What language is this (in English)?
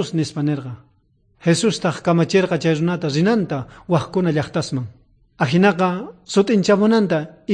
South Bolivian Quechua